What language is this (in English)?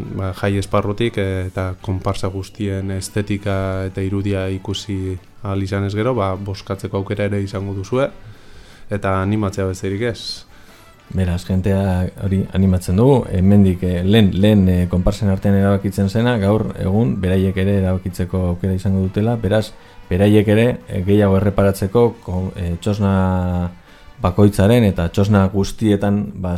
Basque